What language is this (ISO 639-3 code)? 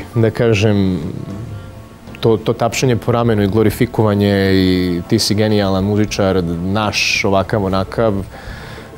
srp